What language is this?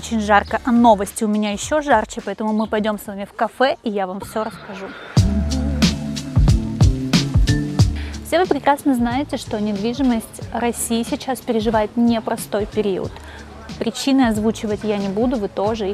Russian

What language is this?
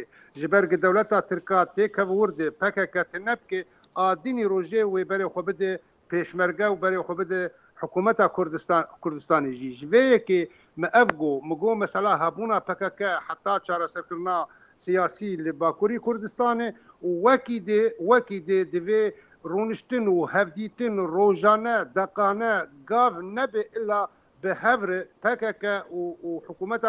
Kurdish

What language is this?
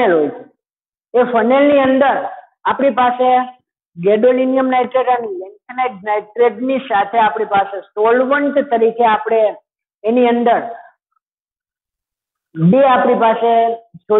Gujarati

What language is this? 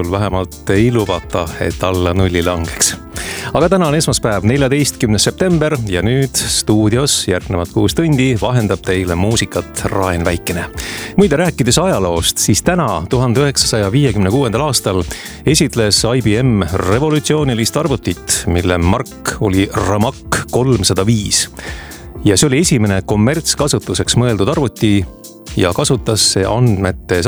Estonian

